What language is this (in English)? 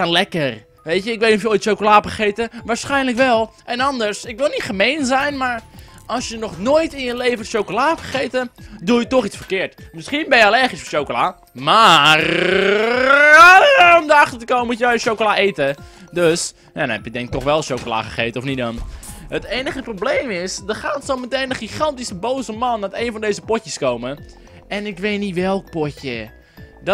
Dutch